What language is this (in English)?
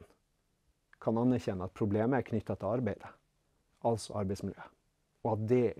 Norwegian